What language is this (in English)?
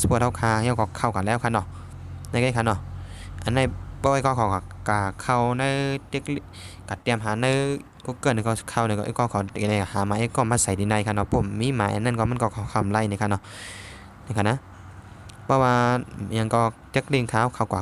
Shan